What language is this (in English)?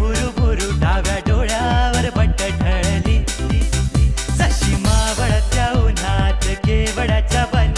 Marathi